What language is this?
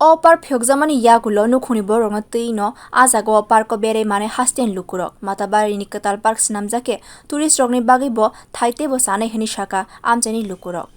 Kok Borok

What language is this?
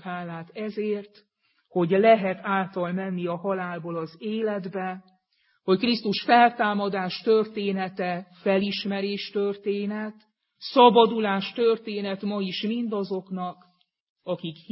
Hungarian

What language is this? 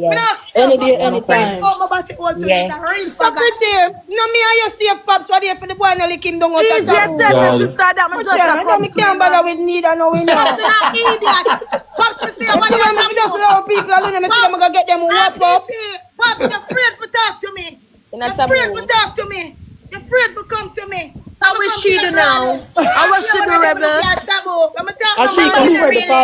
Jamaican Creole English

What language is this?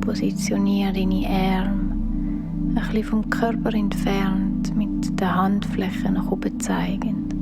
Swiss German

